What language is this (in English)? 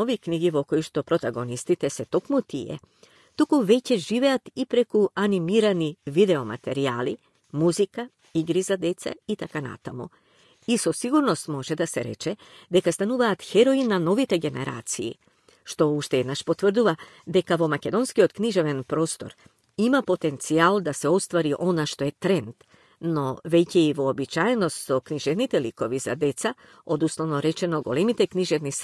Macedonian